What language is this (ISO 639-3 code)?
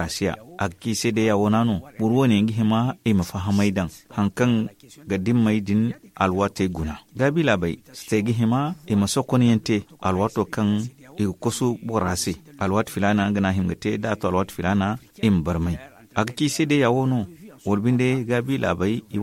dje